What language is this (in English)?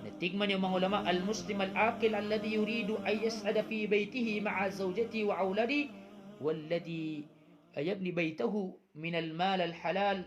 Maranao